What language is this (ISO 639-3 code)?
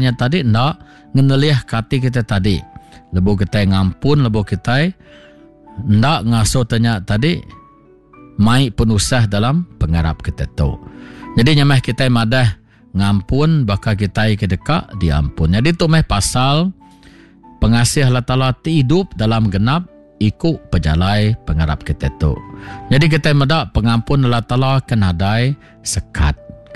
iba